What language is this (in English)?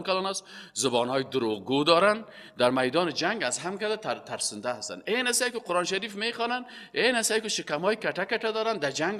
Persian